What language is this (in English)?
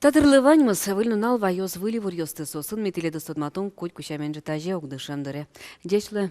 Udmurt